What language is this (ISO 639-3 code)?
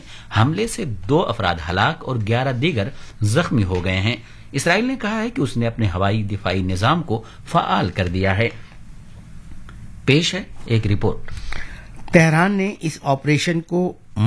urd